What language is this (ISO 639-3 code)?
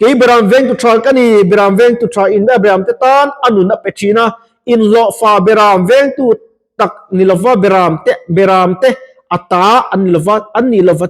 lus